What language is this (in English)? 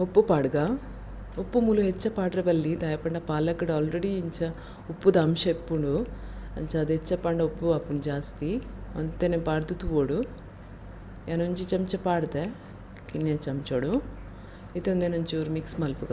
Tulu